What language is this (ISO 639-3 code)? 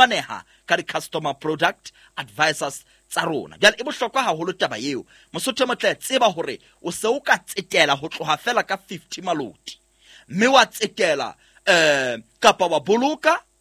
sot